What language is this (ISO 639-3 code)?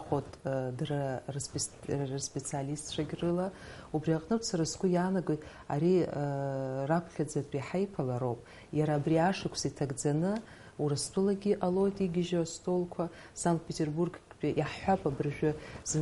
abk